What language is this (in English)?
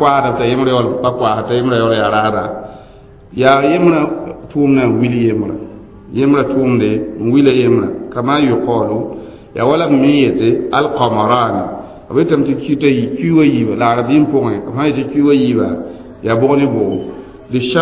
Mossi